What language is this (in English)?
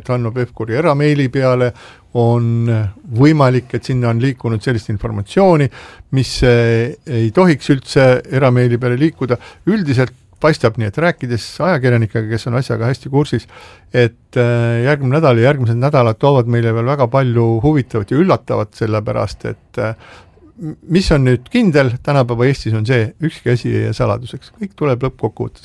Estonian